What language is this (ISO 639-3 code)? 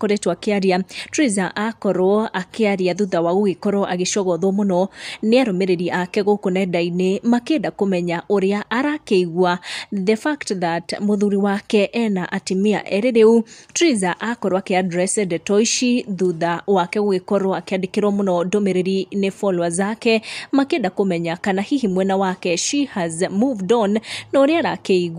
kik